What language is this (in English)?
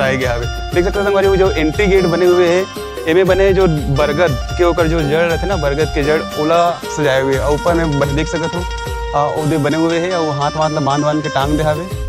Chhattisgarhi